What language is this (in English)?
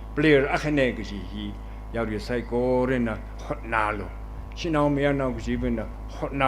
Tangkhul Naga (India)